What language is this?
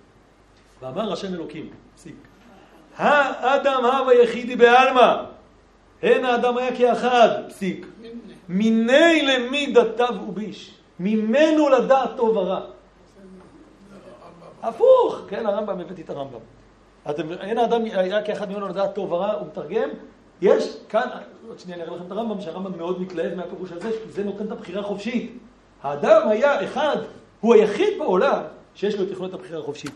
Hebrew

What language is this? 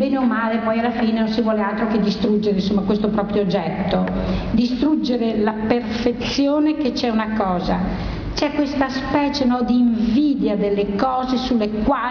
Italian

